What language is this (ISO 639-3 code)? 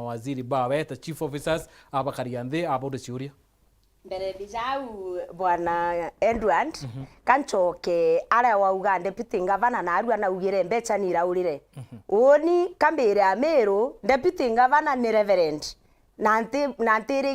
mer